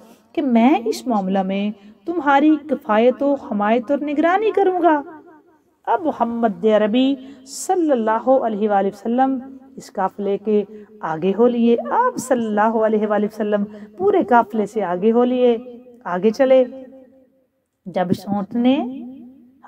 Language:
Urdu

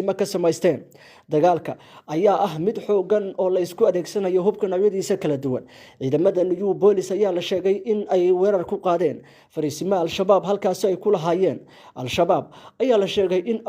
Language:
Somali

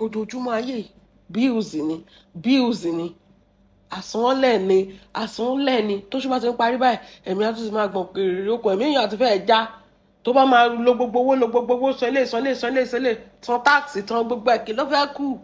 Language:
Yoruba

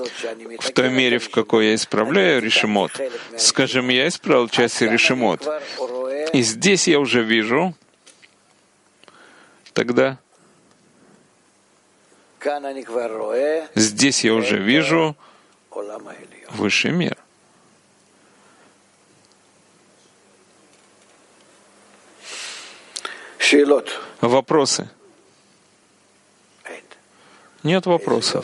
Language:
Russian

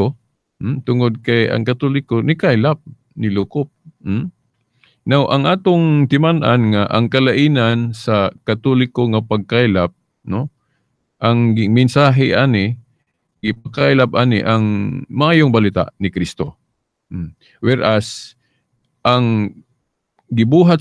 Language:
Cebuano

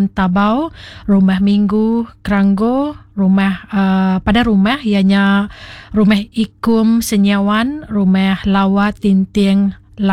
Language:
Iban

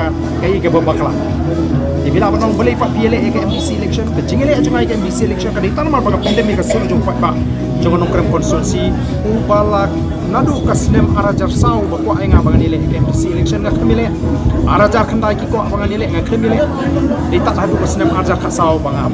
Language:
Khasi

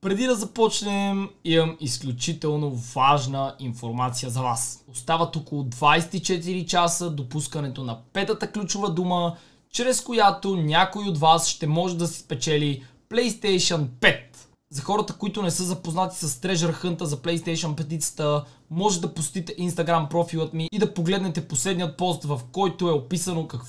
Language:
Bulgarian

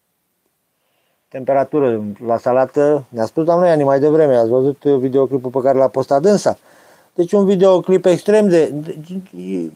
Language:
Romanian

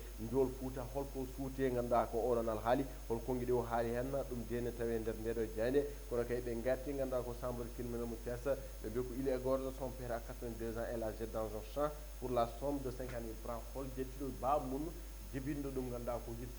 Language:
Fula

